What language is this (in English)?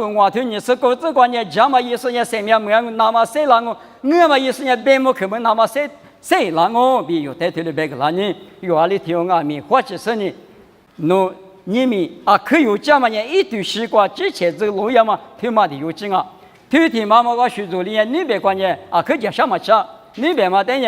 Lisu